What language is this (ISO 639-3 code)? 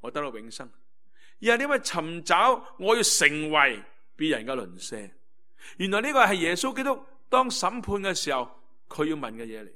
yue